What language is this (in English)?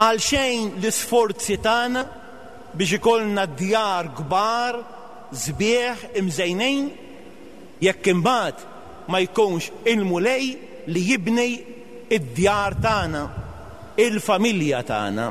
Maltese